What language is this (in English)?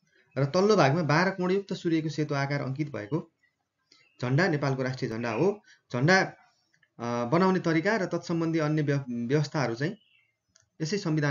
Nepali